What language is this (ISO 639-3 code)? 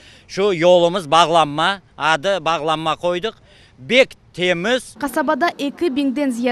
crh